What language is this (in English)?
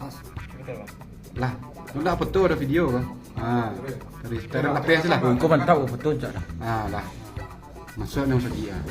Minangkabau